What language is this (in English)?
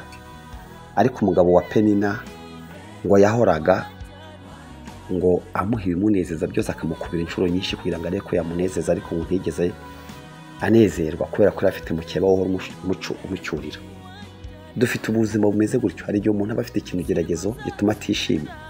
Kinyarwanda